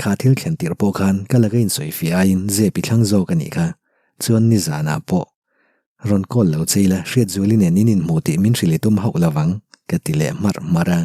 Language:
Mizo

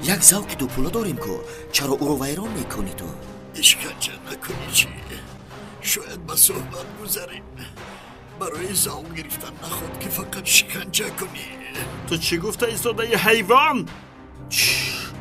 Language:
Tajik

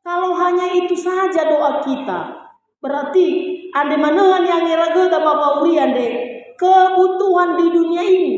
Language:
Nias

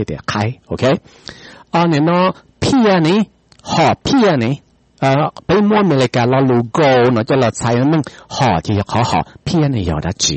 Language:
Hmong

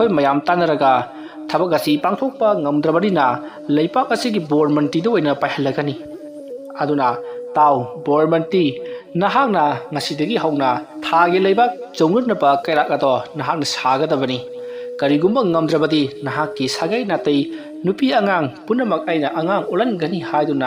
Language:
Manipuri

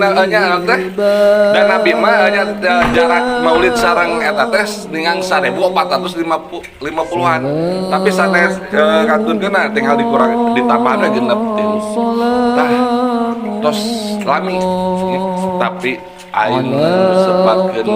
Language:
Sundanese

